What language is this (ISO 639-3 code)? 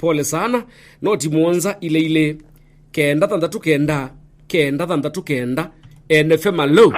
kam